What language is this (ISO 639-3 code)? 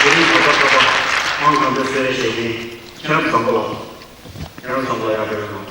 bod